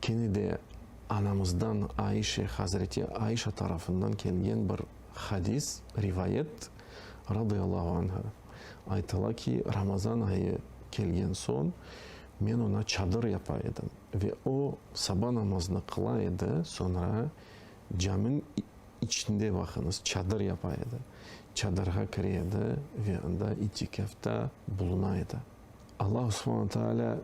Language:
Crimean Tatar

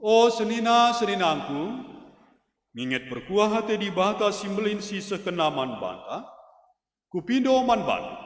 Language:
Batak Karo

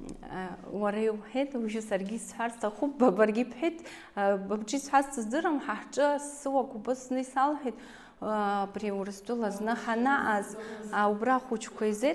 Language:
Abkhazian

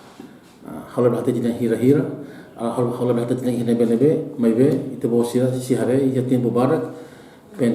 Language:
Tetum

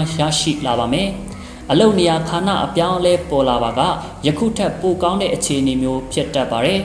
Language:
Burmese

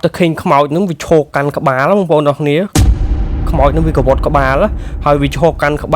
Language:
Khmer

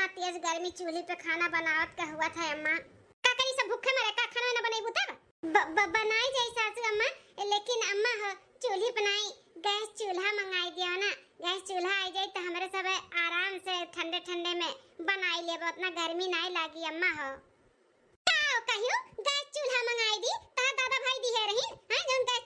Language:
Awadhi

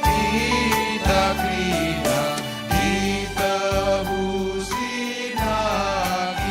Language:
Batak Karo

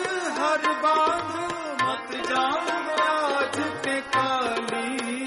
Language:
Hindi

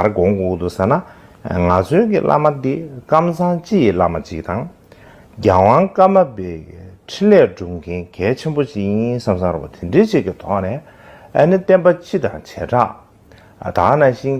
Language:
Tibetan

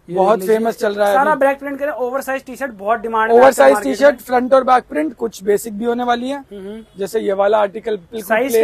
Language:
Hindi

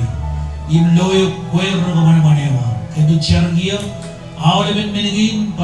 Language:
Marshallese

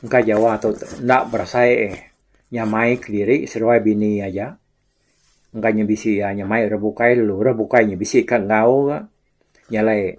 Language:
Iban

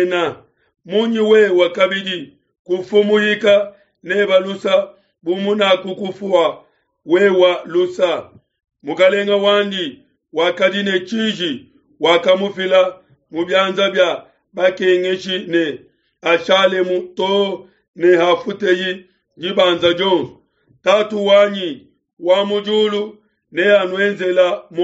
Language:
Luba-Lulua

